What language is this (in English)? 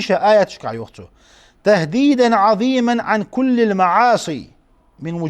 Ingush